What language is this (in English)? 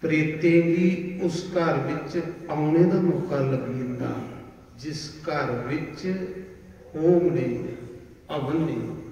Dogri